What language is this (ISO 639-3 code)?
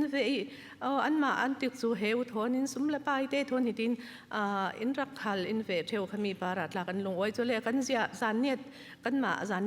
cfm